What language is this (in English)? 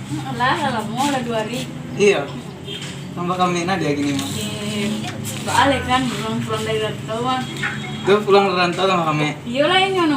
Minangkabau